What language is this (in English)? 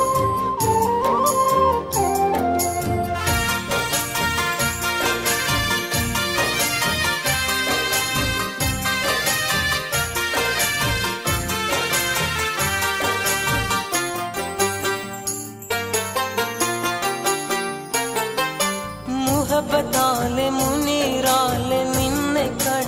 Malayalam